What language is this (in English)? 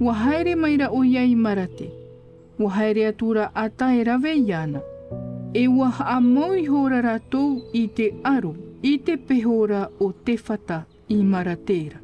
Tahitian